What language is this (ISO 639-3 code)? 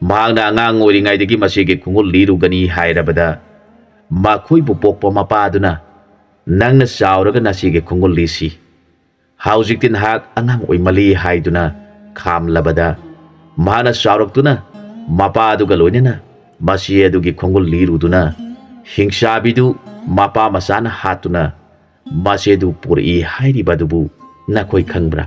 mni